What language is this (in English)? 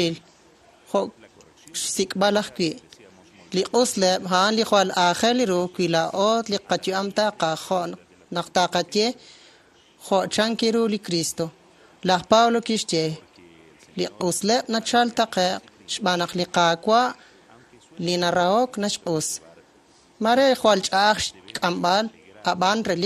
Kekchí